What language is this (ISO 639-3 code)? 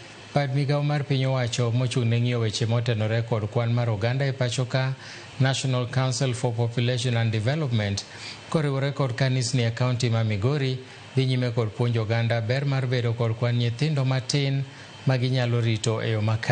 luo